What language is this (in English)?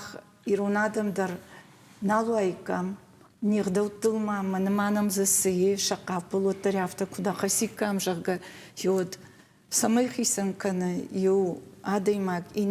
Ossetic